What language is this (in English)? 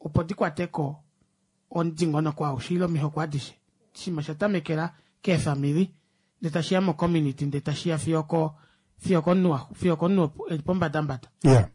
Kuanyama